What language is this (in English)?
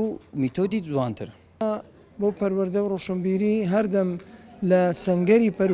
Central Kurdish